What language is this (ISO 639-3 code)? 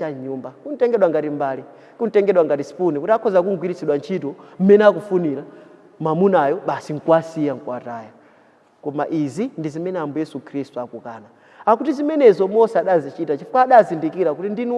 nya